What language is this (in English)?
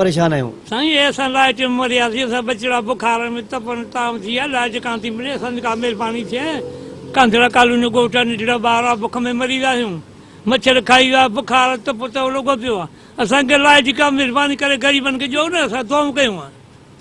Sindhi